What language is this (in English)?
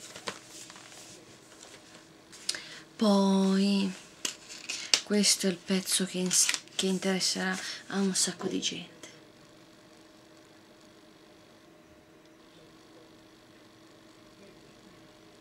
Italian